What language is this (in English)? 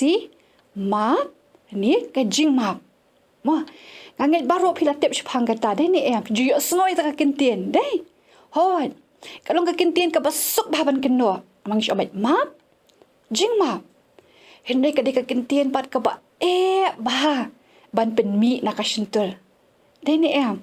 Khasi